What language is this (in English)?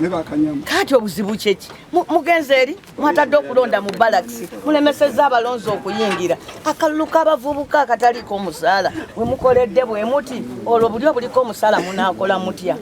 Ganda